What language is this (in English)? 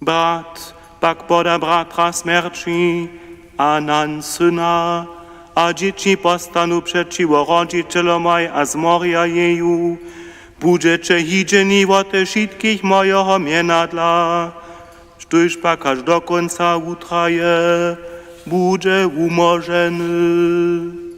Upper Sorbian